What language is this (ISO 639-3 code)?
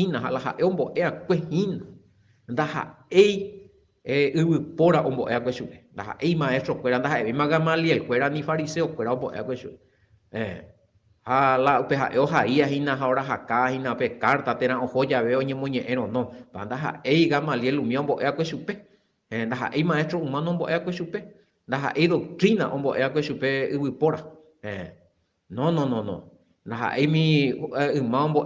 grn